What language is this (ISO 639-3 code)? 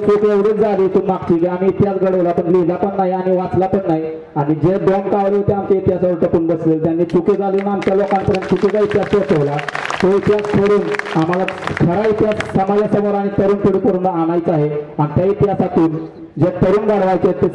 mar